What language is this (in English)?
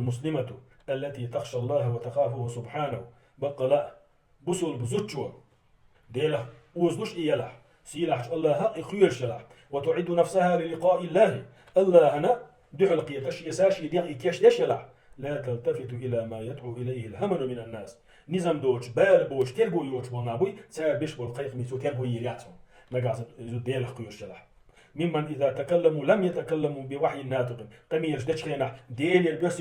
Chechen